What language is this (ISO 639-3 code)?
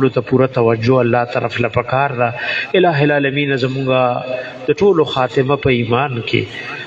pus